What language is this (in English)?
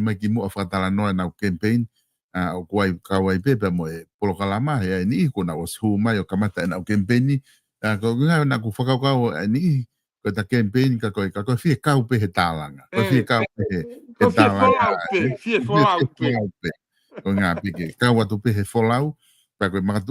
Tongan